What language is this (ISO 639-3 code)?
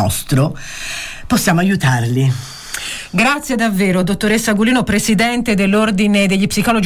ita